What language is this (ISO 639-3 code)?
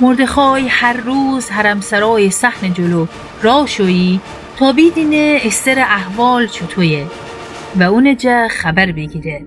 glk